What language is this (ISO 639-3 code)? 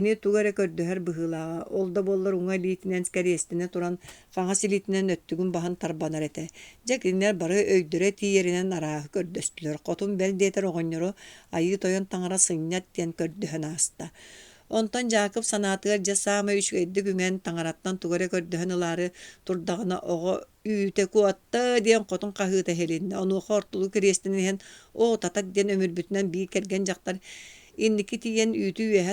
sah